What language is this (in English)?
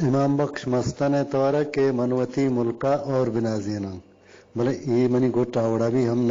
Eastern Balochi